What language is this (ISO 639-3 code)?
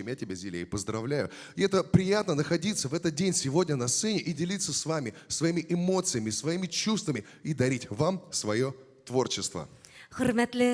bak